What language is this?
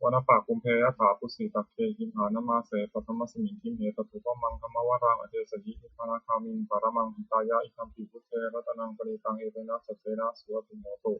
Pali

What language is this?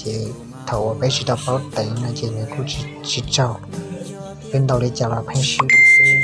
Hmong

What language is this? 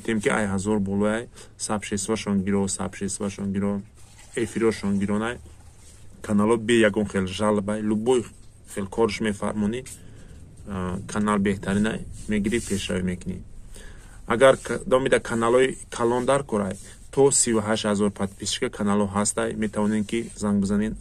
Tajik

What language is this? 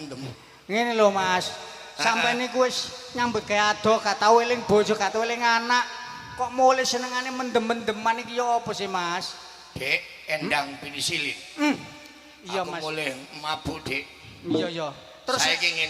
Javanese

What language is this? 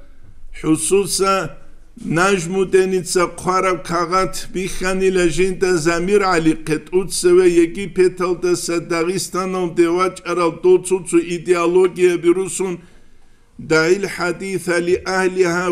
Avaric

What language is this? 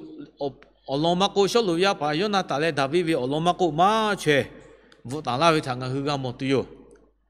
Lahu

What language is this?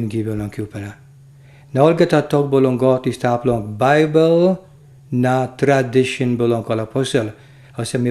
Tok Pisin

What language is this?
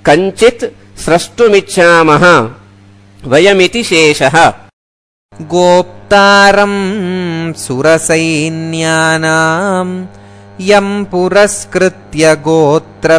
Sanskrit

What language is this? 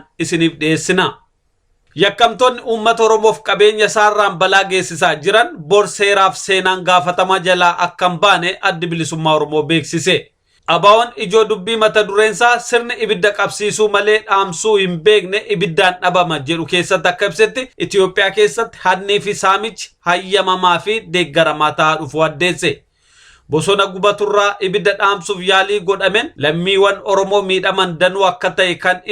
Oromo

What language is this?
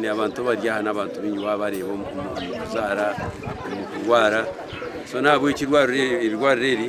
Nyankole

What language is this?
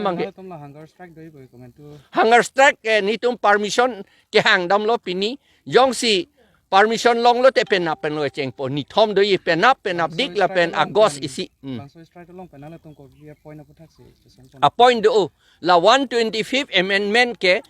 Karbi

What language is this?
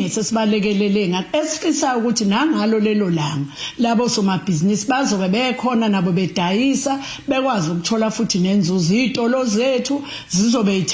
Zulu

